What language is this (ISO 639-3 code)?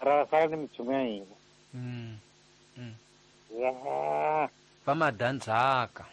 tso